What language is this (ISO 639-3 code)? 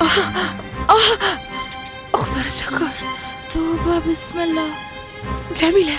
fas